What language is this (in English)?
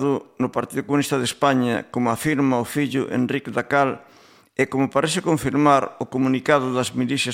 Galician